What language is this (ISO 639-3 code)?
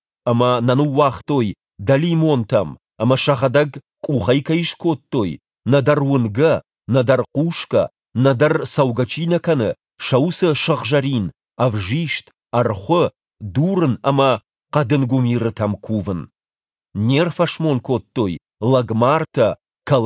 oss